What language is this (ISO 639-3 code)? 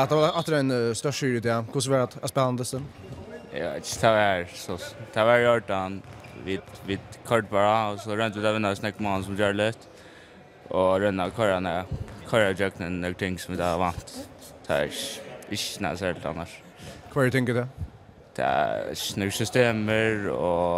fao